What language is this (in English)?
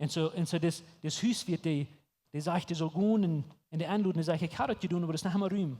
Plautdietsch